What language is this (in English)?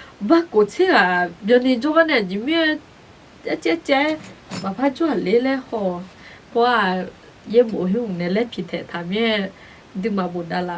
Akha